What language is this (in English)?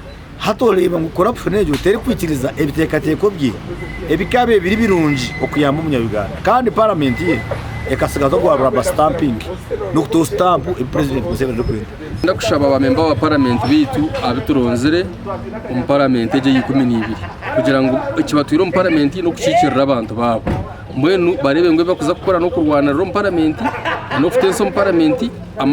Nyankole